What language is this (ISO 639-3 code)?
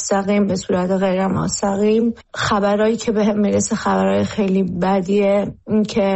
fas